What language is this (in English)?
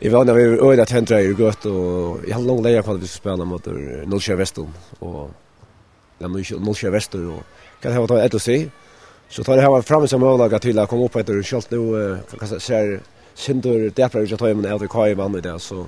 Faroese